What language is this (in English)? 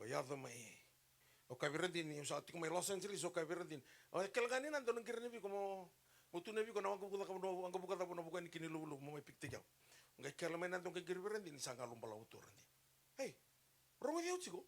Fijian